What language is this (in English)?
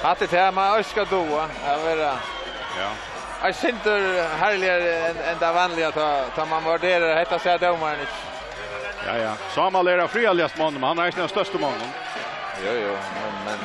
Faroese